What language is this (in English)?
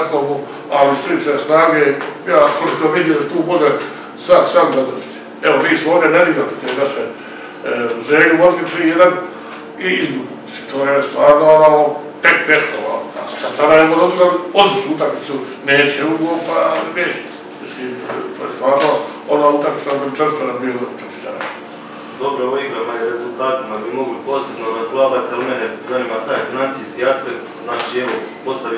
Croatian